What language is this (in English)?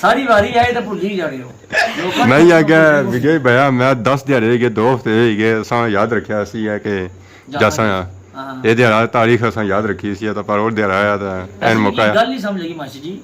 Pahari-Potwari